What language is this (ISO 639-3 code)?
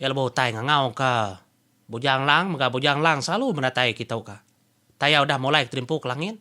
iba